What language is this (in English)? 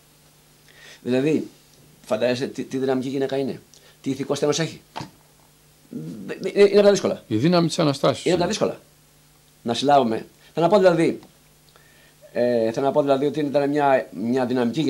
Greek